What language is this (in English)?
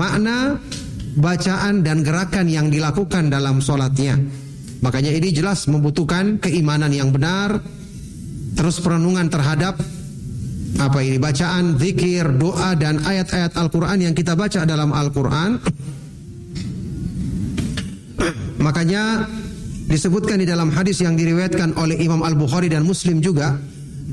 Indonesian